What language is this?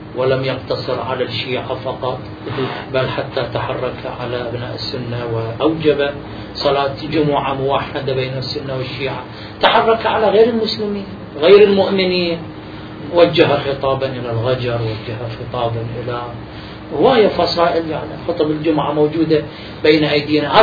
Arabic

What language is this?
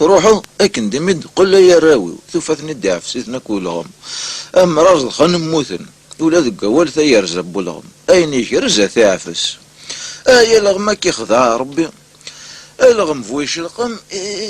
Kabyle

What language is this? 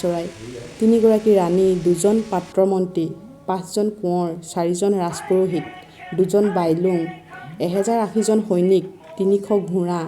Assamese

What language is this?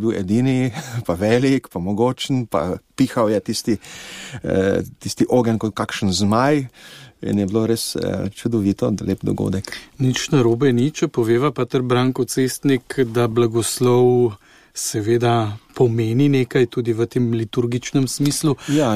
Slovenian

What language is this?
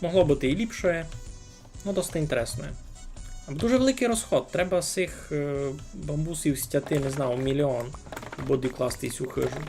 Rusyn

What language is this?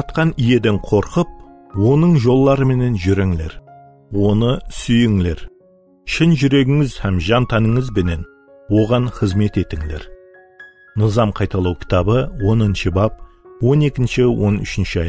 Kara-Kalpak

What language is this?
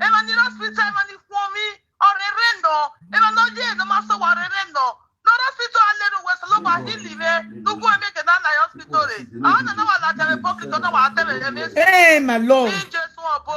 Nigerian Pidgin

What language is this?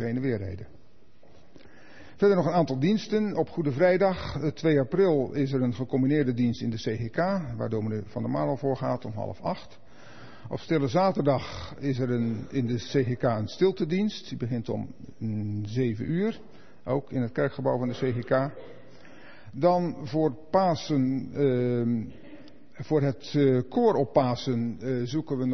Dutch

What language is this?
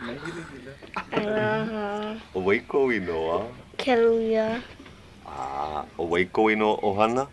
Hawaiian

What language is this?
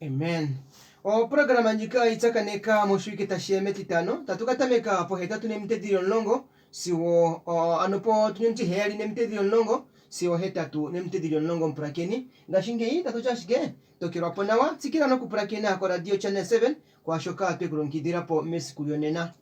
Kuanyama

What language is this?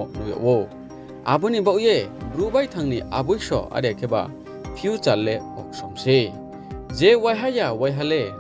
Riang (India)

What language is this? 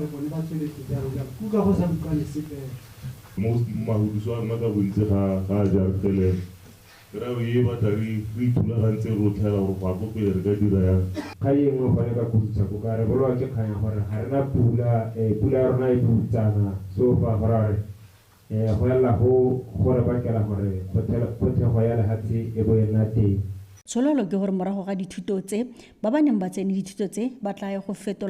Tswana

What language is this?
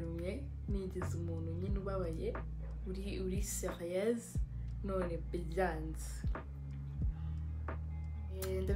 Kinyarwanda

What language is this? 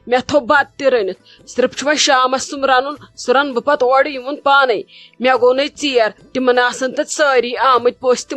Kashmiri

